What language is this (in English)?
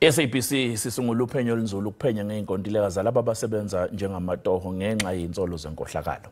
Zulu